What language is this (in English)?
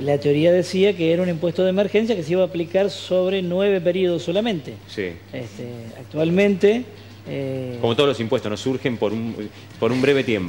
Spanish